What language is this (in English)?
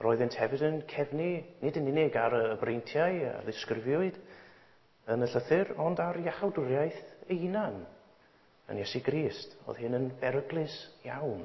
Welsh